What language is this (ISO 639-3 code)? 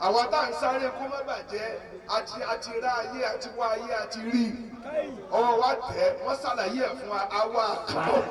yor